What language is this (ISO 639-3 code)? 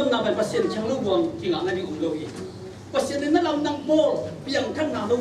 ctd